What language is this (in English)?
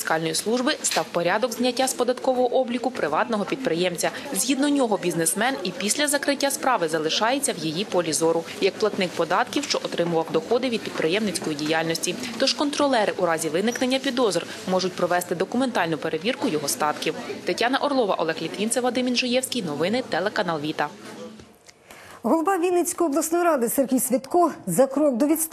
Ukrainian